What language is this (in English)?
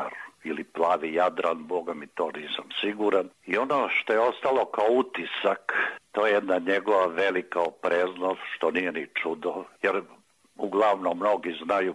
Serbian